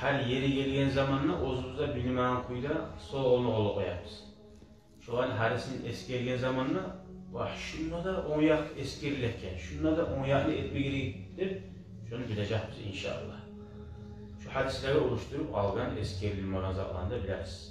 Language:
Kumyk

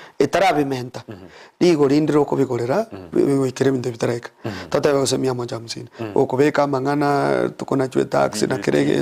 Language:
Gusii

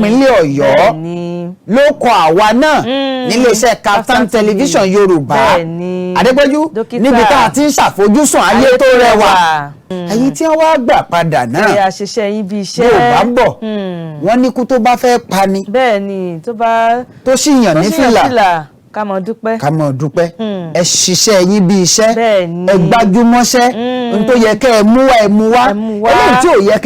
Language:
Yoruba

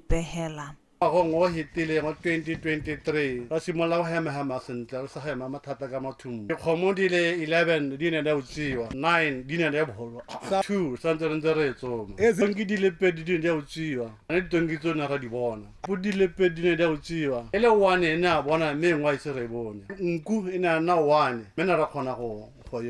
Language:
Tswana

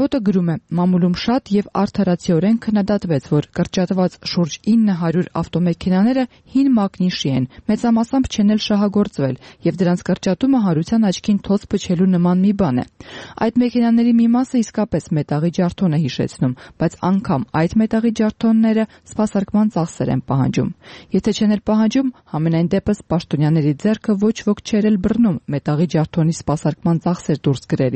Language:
Armenian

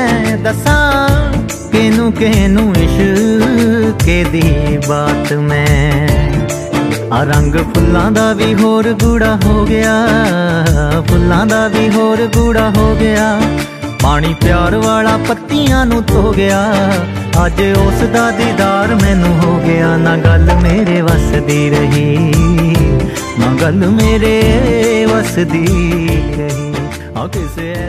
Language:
Punjabi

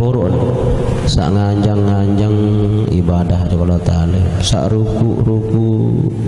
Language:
Sasak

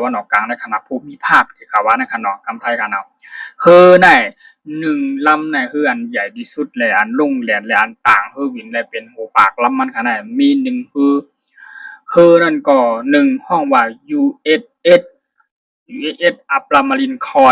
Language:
Shan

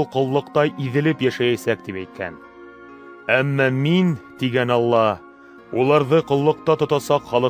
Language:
Bashkir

